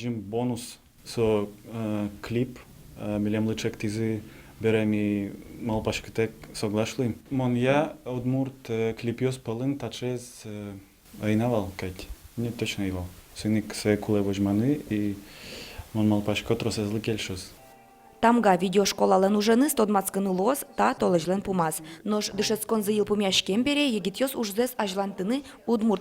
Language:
Udmurt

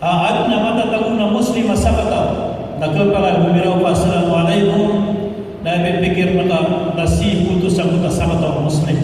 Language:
Maranao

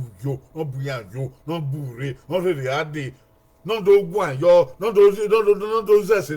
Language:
Bini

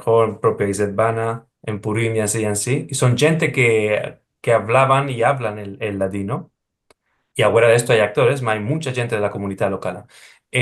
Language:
Ladino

